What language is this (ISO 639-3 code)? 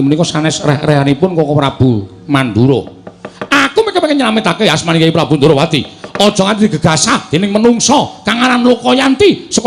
jav